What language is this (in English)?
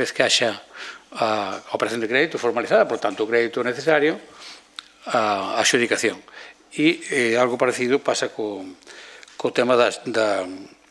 Galician